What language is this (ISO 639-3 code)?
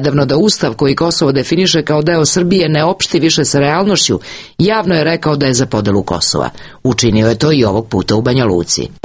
srp